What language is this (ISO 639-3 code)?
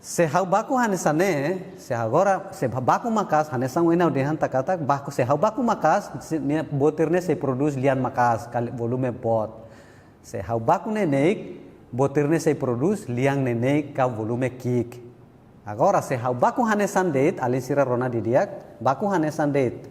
tet